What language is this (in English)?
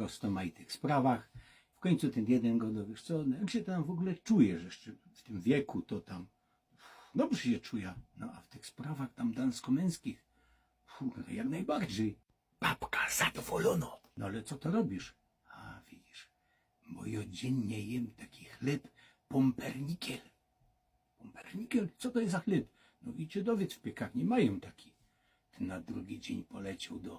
Silesian